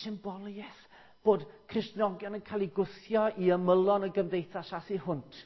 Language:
Welsh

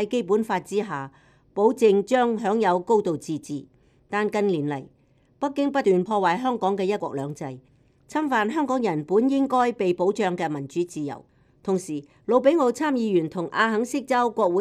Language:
Cantonese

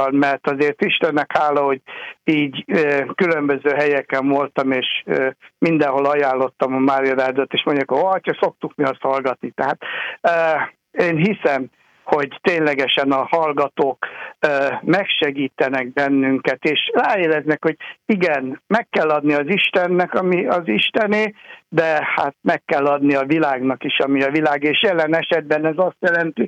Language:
Hungarian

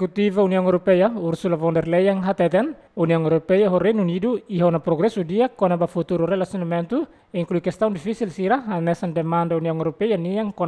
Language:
Tetum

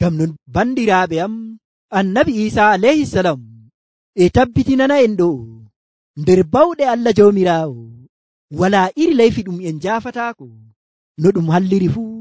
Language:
Nigerian Fulfulde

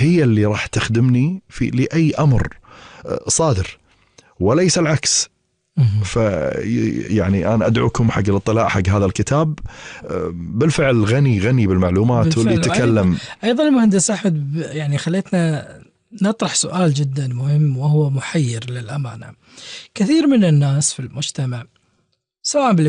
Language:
Gulf Arabic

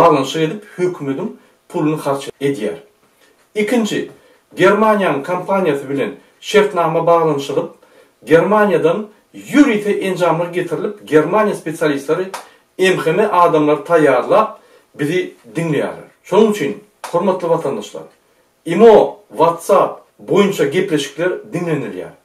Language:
Turkmen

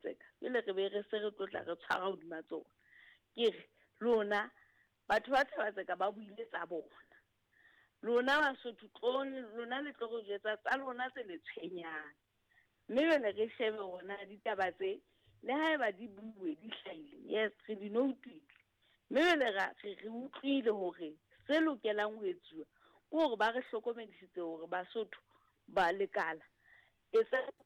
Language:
Southern Sotho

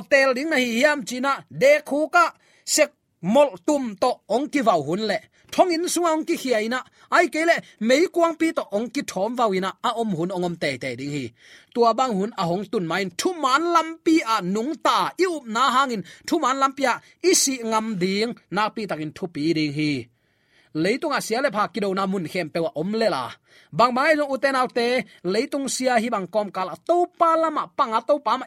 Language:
Tedim Chin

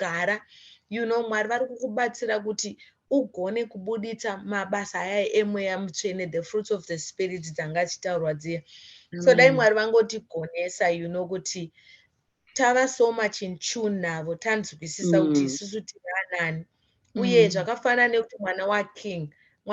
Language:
Shona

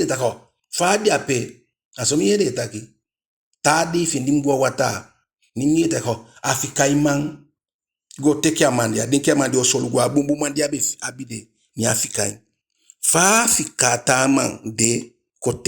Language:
Eastern Maroon Creole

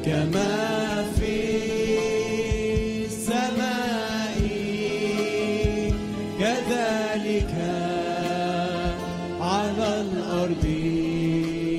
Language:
Egyptian Arabic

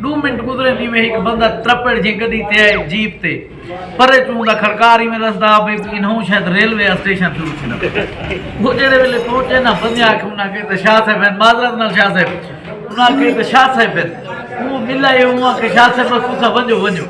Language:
Saraiki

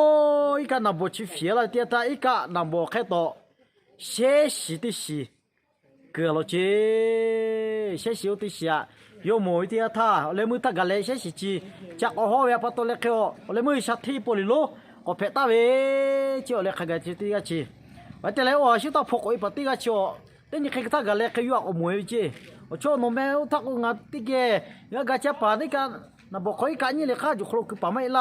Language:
Lahu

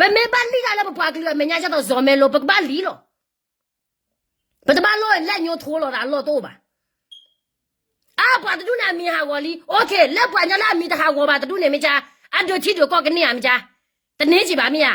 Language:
S'gaw Karen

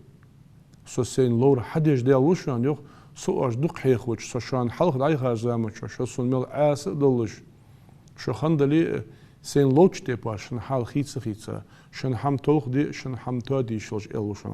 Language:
Ingush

